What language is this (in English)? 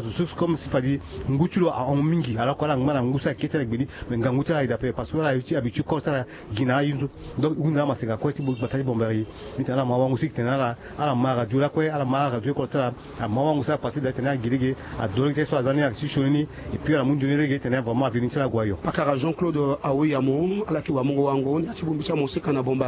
Sango